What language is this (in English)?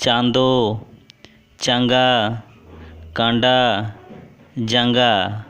Santali